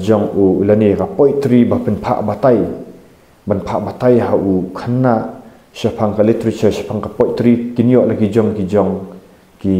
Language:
Khasi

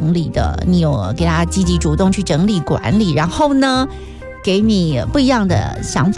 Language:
Chinese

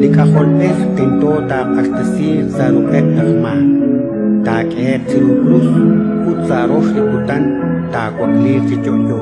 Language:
Kekchí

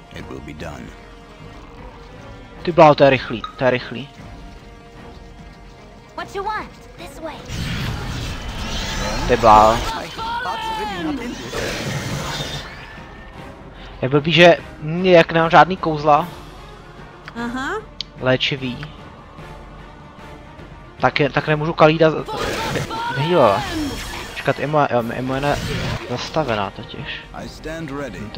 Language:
Czech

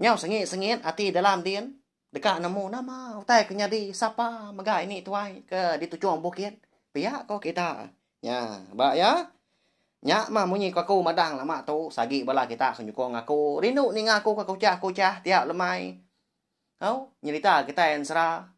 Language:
Iban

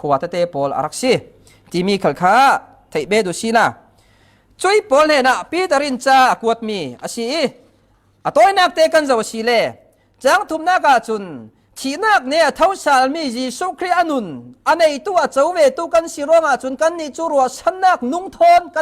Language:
Falam Chin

